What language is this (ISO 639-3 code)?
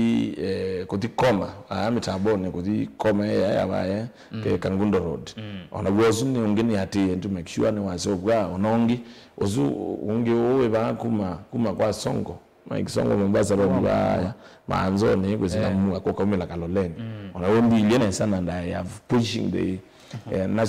kam